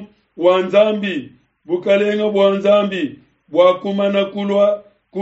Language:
Luba-Lulua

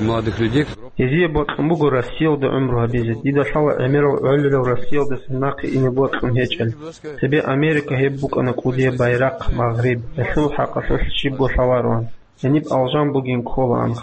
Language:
Avaric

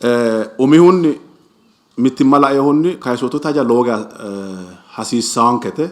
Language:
Sidamo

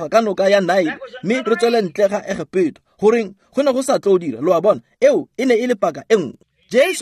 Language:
Tswana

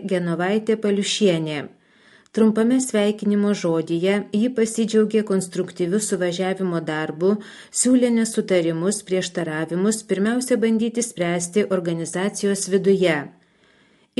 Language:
Lithuanian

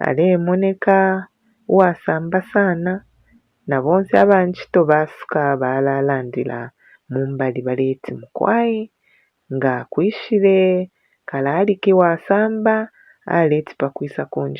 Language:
Bemba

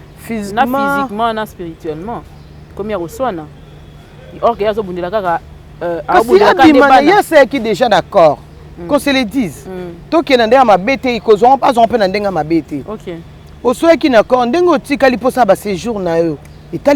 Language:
Lingala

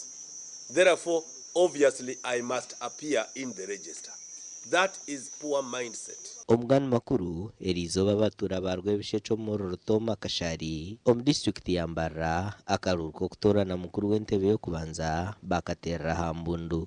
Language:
Nyankole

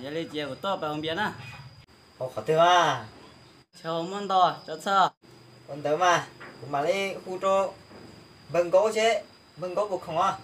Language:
Hmong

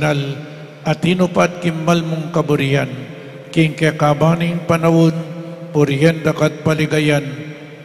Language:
Pampanga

